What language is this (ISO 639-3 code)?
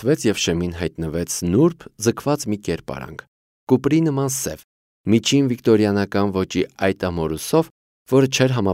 hye